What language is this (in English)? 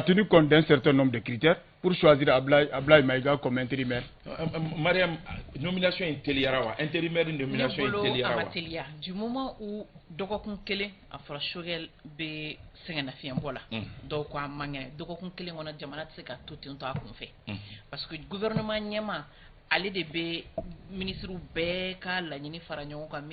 Bambara